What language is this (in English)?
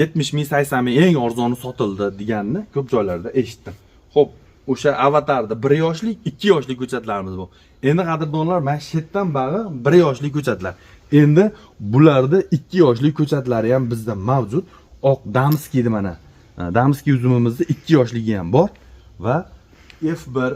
Uzbek